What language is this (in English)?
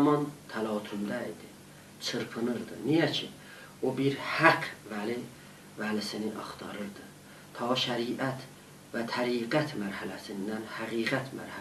South Azerbaijani